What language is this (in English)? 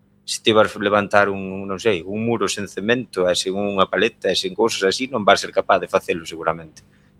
Galician